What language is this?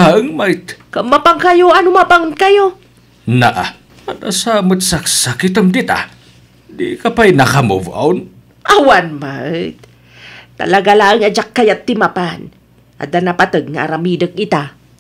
Iloko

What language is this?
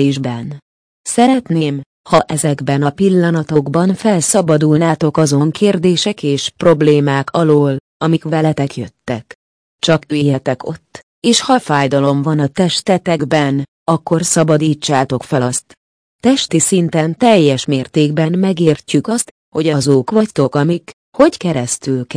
Hungarian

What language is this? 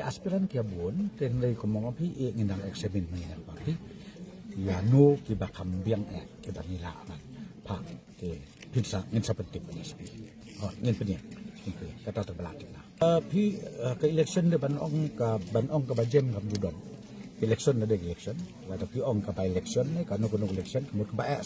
Khasi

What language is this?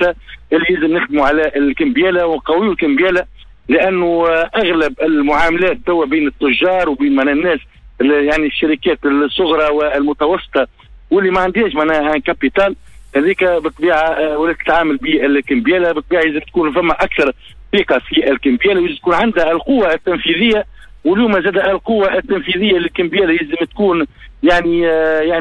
Tunisian Arabic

